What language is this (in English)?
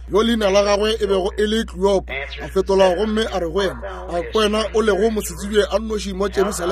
Northern Sotho